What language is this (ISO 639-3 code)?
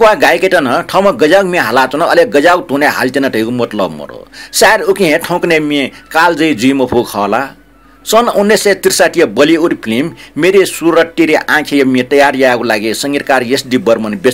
new